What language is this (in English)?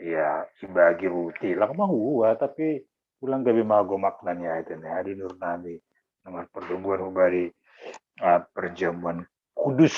Batak Simalungun